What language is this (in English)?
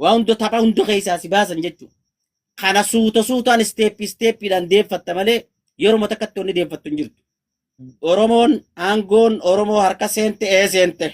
Oromo